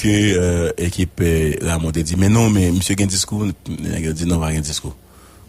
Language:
Haitian Creole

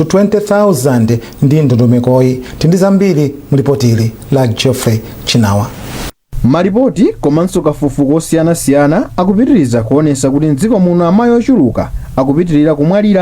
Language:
Nyanja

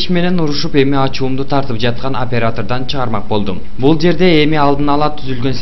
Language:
Kyrgyz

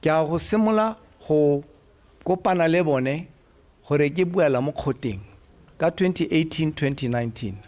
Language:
Tswana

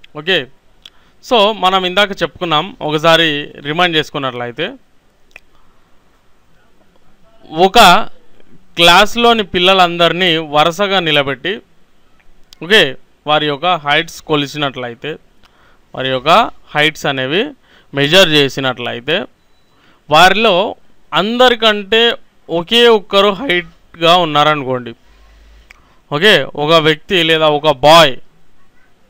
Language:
Telugu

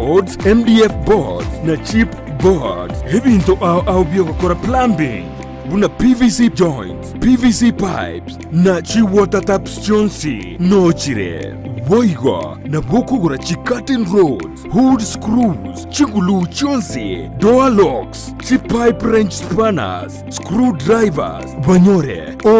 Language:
Gusii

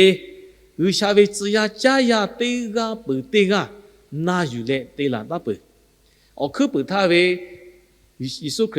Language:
Lahu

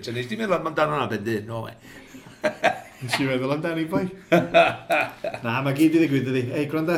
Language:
Welsh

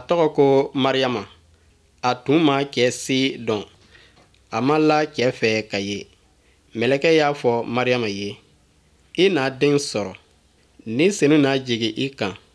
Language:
Bambara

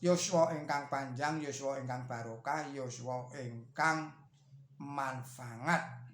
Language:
Javanese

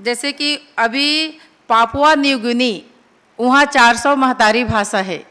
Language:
Chhattisgarhi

